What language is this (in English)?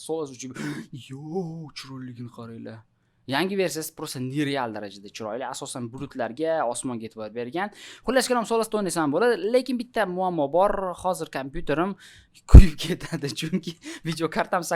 Uzbek